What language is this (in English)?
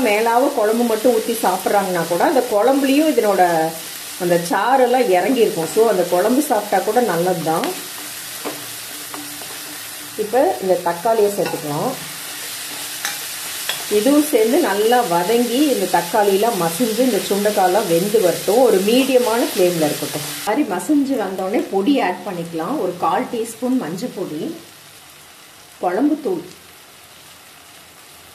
Tamil